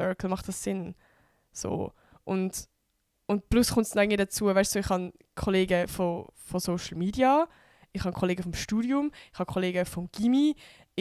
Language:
Swiss German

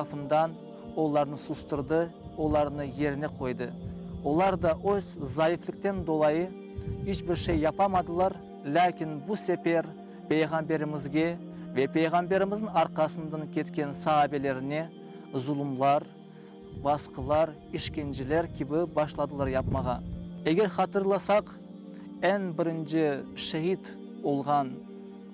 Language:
Crimean Tatar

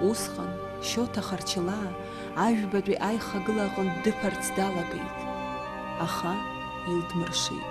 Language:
Abkhazian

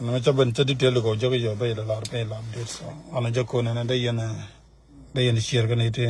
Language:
Nuer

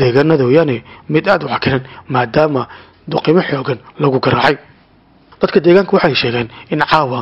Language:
Somali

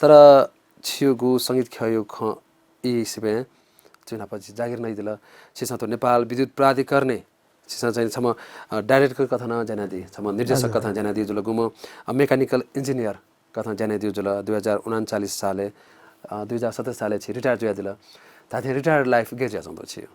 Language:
Newari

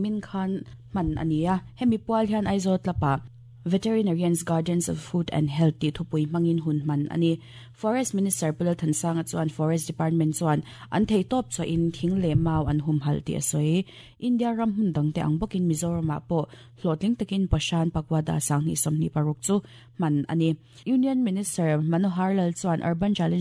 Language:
Mizo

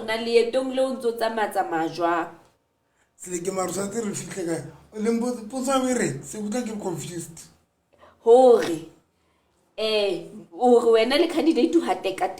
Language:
Southern Sotho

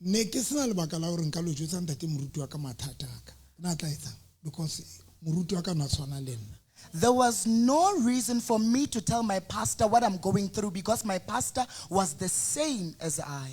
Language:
Southern Sotho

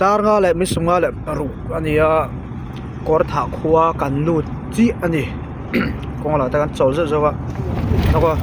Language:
Mizo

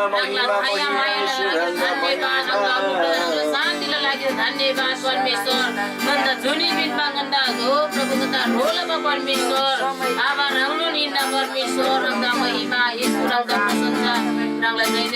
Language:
Eastern Tamang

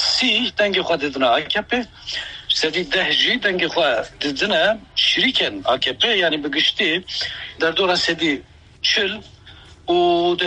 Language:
Kurdish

